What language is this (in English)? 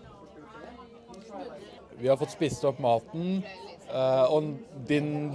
Norwegian